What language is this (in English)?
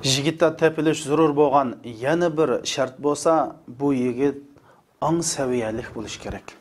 Uyghur